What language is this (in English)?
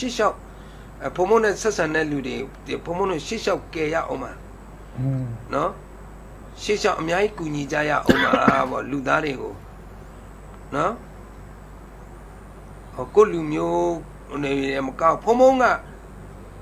Burmese